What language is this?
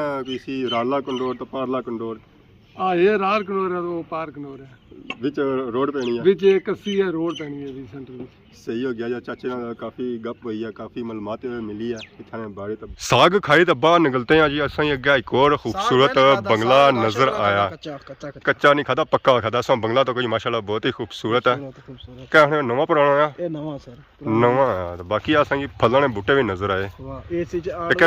Pahari-Potwari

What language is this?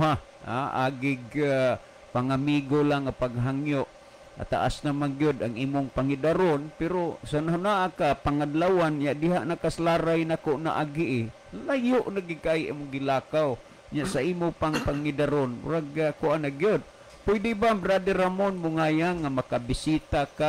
Cebuano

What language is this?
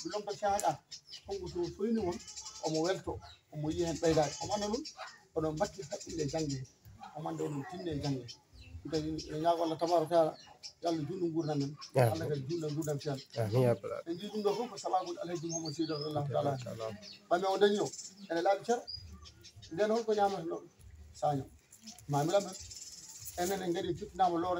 Fula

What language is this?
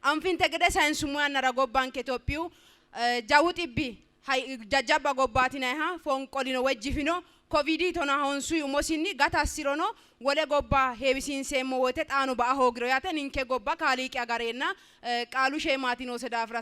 Sidamo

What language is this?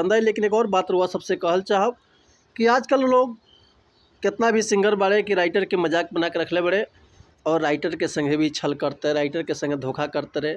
Bhojpuri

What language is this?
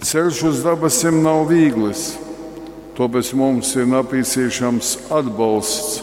Latgalian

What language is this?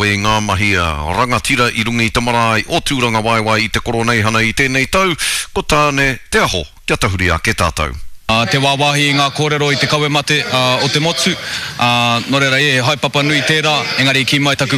Māori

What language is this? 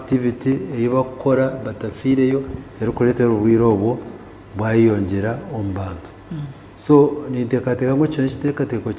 Nyankole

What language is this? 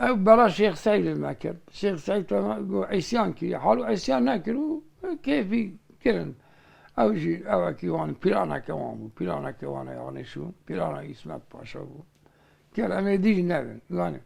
Kurdish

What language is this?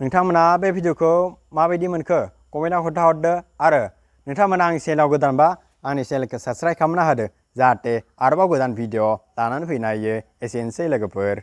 Bodo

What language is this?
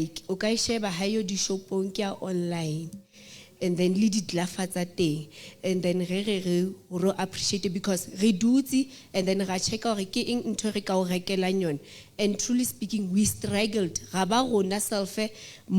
Southern Sotho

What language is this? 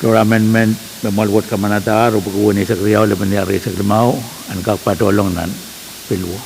Pohnpeian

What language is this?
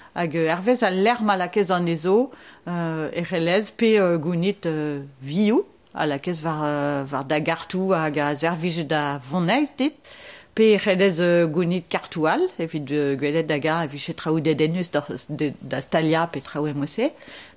Breton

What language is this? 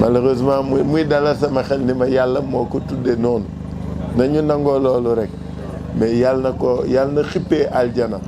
Wolof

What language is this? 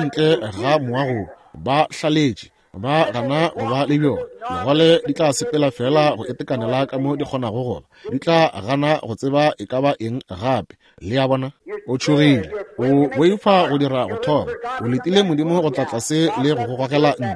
Northern Sotho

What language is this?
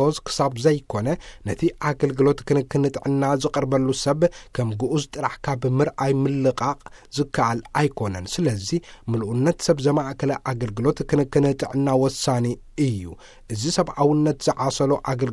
Tigrinya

